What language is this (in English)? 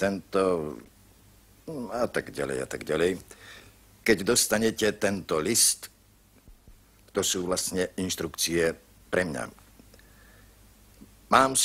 Slovak